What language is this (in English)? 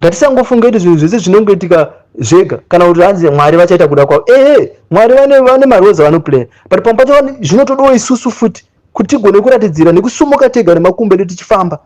Shona